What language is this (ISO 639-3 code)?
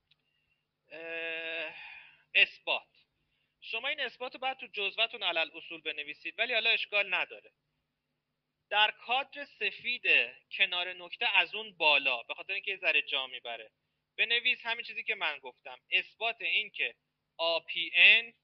fas